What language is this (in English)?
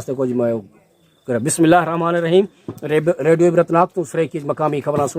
Saraiki